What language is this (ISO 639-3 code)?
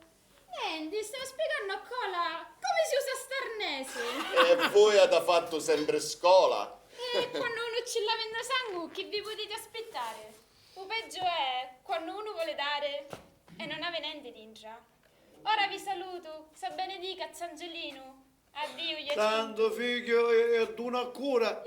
scn